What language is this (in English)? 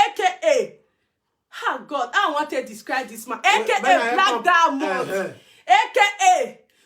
Nigerian Pidgin